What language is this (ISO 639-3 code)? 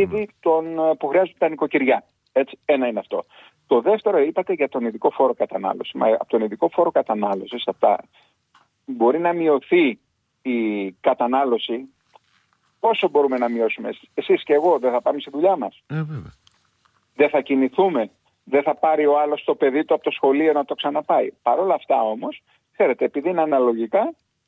ell